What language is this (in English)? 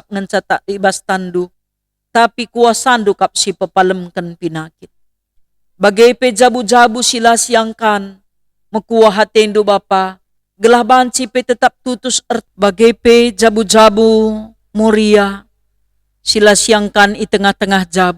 Batak Karo